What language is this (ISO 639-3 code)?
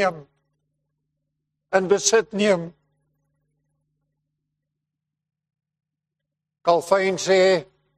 afr